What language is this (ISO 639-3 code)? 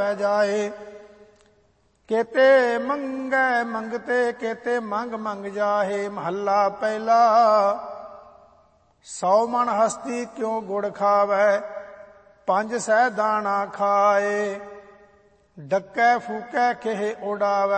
pan